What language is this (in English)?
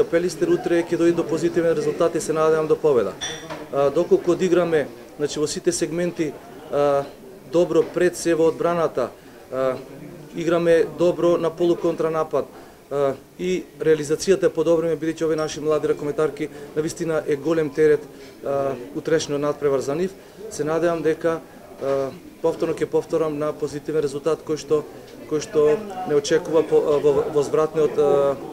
Macedonian